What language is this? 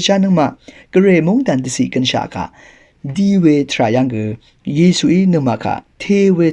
Rawang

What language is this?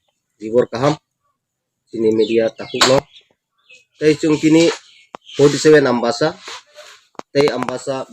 Kok Borok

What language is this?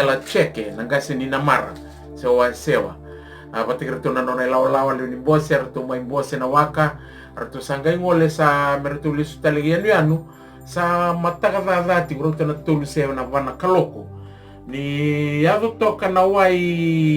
Fijian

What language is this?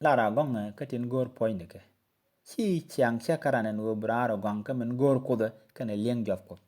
Nuer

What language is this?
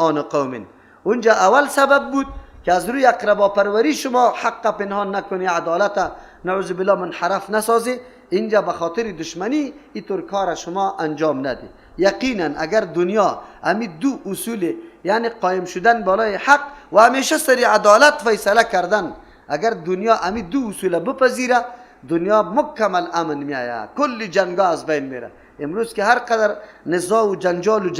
Persian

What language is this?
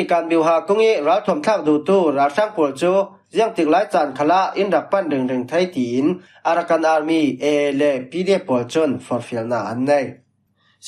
Falam Chin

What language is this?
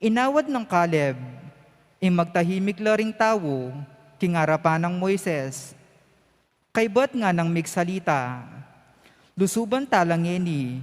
Pampanga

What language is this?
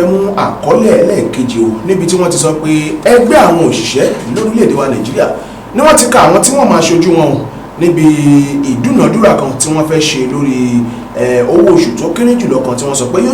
Yoruba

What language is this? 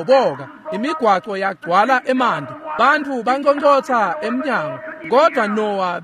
Swati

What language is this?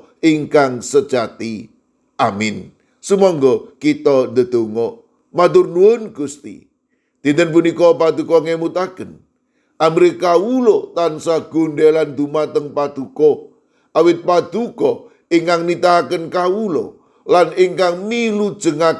Javanese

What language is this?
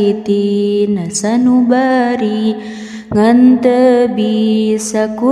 Sundanese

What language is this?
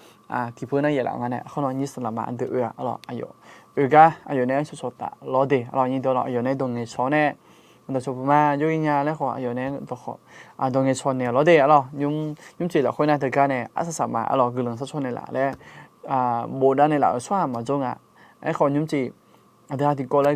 Akha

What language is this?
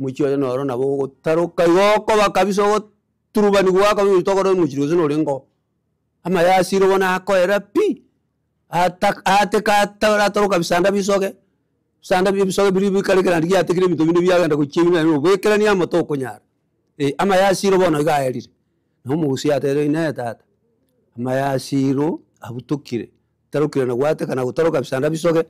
Gusii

